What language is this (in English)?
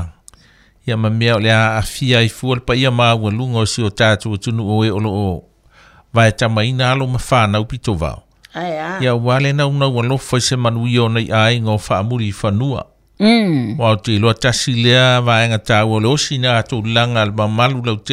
Samoan